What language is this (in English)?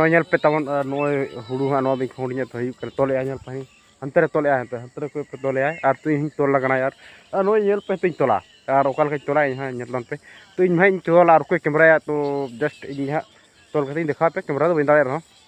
Santali